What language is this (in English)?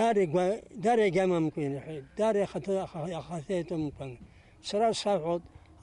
Abkhazian